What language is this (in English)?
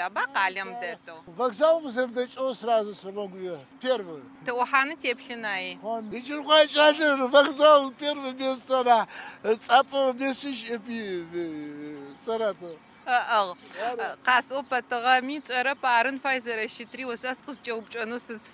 Adyghe